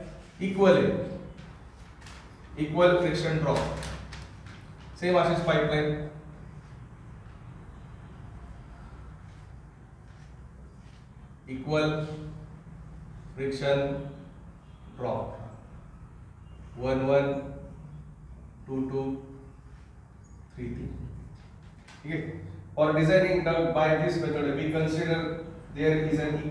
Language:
Marathi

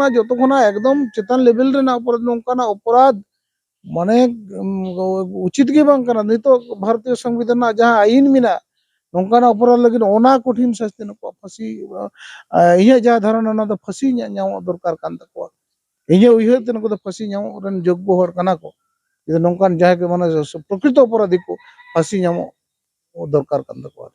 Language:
Santali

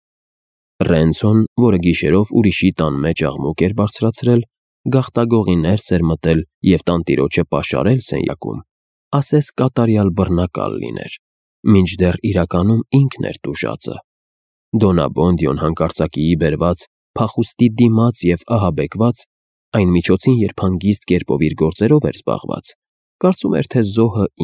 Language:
Armenian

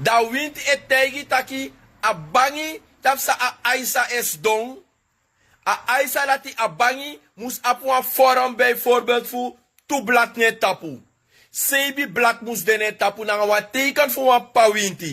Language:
Sranan Tongo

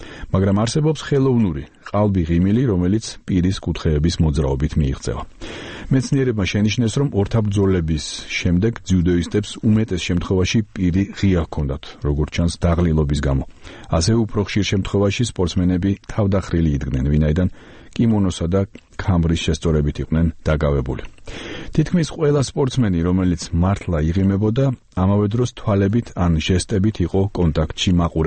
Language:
Georgian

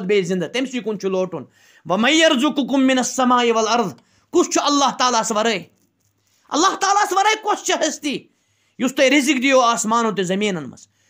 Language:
Kashmiri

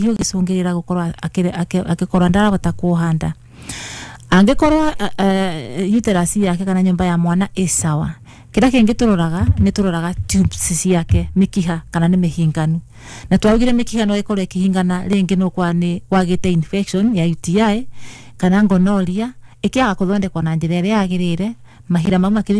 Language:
Kikuyu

